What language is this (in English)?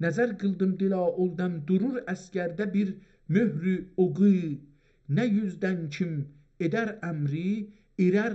South Azerbaijani